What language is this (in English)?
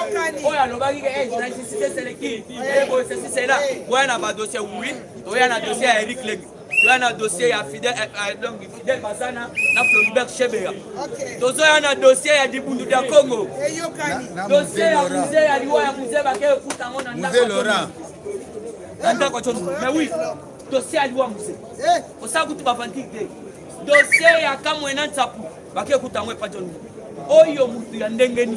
Lingala